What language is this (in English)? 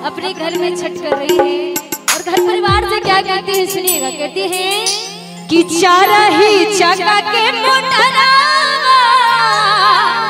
Bhojpuri